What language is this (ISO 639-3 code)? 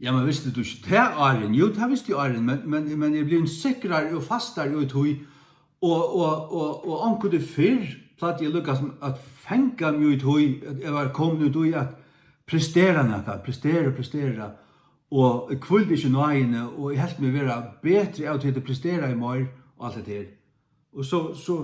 fao